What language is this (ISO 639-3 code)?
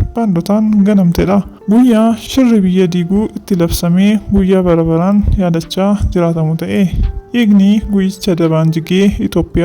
orm